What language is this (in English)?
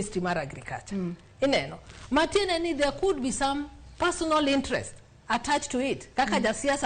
Luo (Kenya and Tanzania)